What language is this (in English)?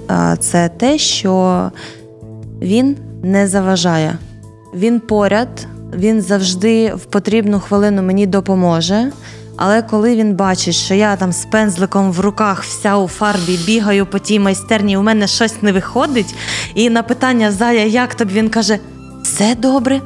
Ukrainian